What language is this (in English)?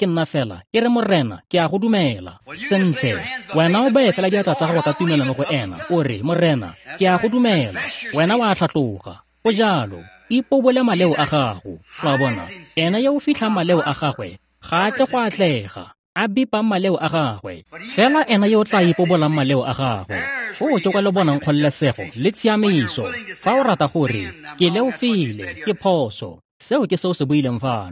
Tswana